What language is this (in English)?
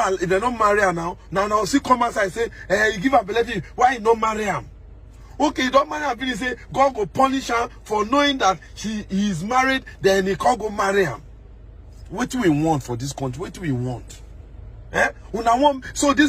Nigerian Pidgin